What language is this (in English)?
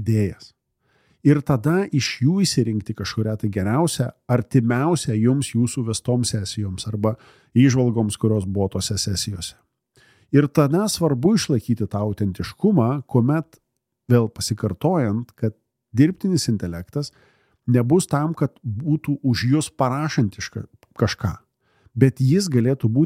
Lithuanian